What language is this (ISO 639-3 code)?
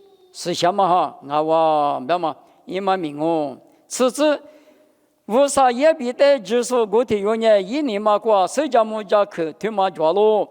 lis